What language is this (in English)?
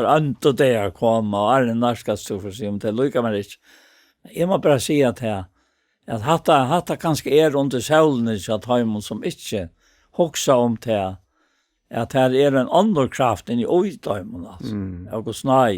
Faroese